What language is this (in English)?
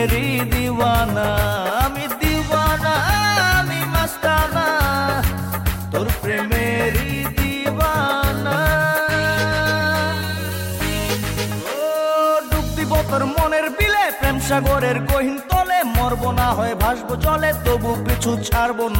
Bangla